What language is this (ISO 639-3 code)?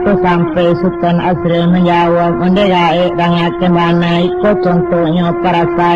min